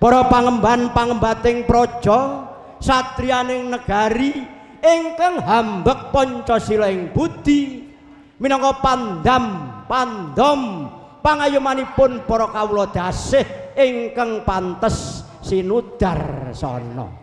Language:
Javanese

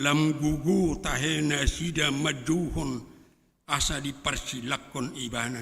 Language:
Batak Toba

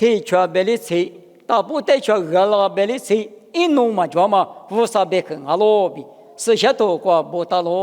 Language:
Lisu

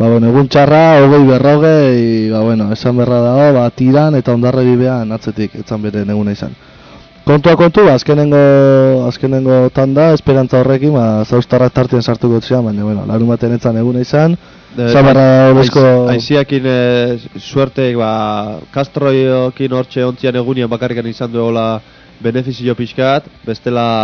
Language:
Basque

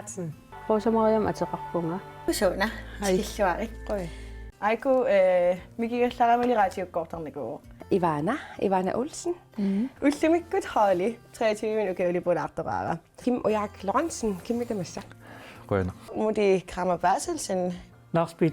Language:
Kalaallisut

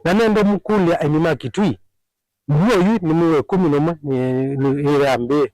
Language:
Kamba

